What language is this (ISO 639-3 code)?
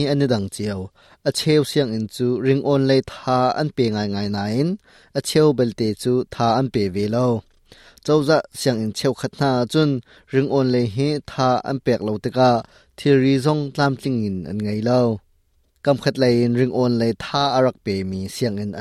cnh